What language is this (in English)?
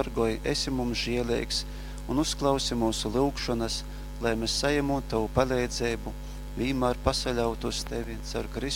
Latgalian